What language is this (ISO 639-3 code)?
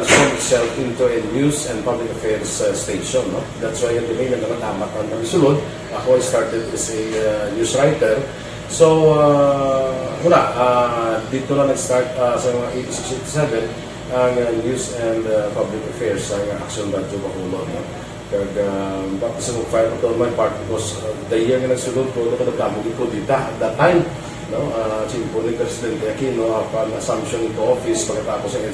hil